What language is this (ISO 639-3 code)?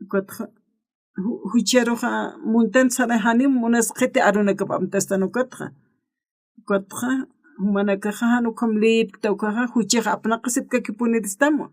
aym